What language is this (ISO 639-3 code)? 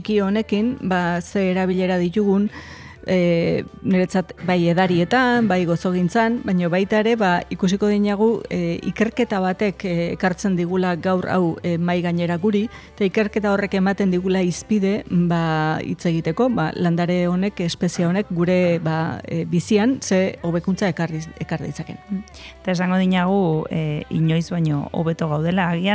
eus